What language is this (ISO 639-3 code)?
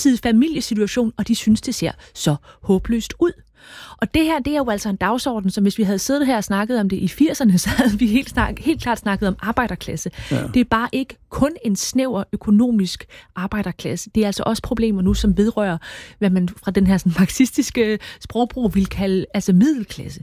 dan